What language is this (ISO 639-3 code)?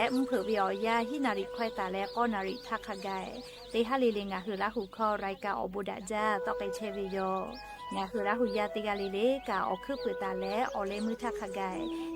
lhu